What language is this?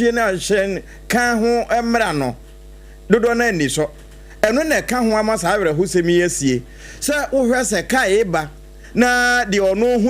Akan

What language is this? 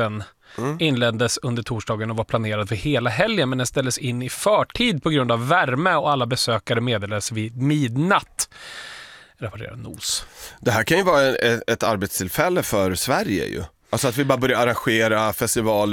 Swedish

